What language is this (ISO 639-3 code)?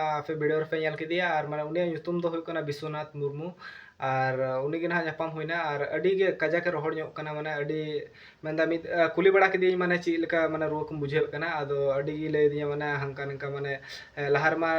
sat